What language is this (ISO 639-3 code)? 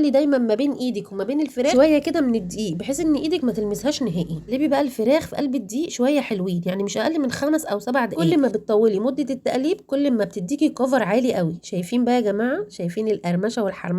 arz